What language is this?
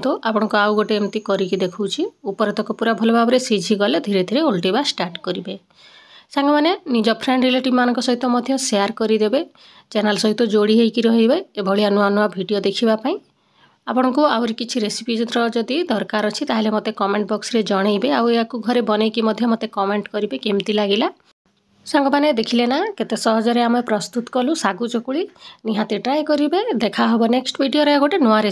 Odia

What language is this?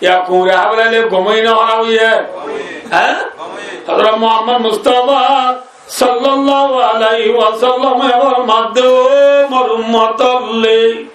Rohingya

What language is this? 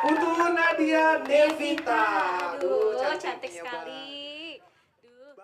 Balinese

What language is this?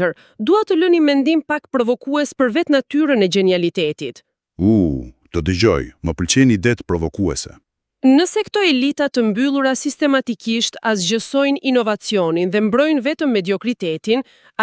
Albanian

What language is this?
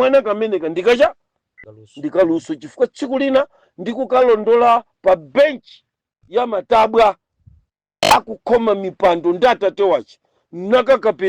Nyanja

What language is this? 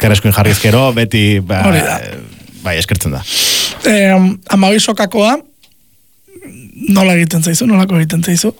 Basque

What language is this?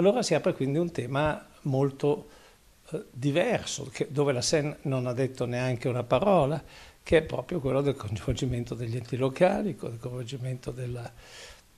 Italian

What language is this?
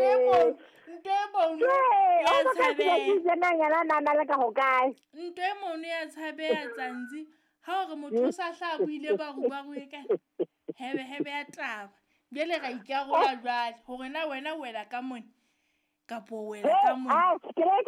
Southern Sotho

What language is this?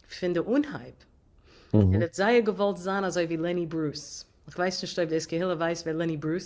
Yiddish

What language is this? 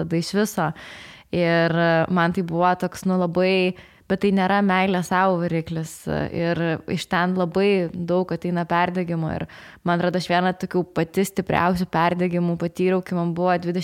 Lithuanian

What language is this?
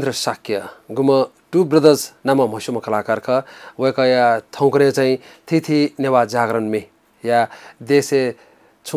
Newari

